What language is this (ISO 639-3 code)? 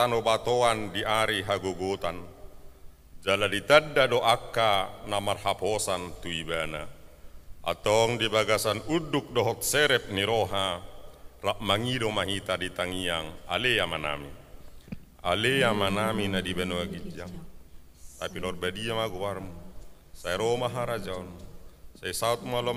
bbc